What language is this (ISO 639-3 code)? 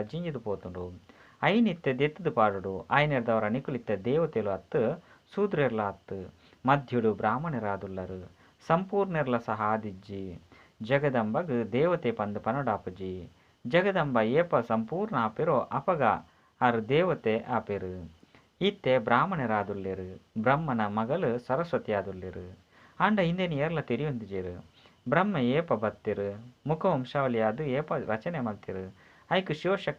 tcy